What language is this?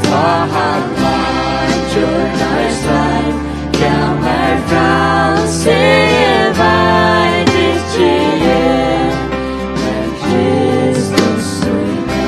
Faroese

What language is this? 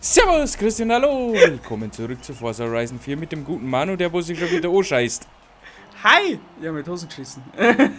Bavarian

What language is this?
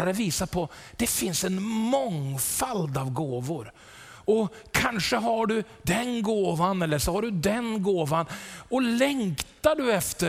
Swedish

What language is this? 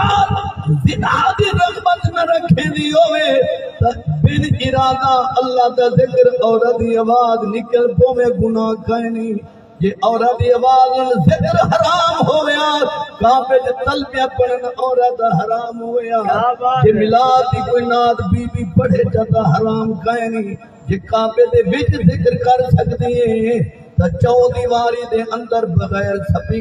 Saraiki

